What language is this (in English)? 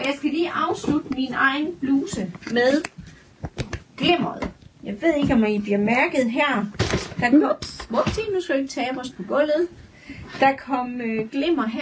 Danish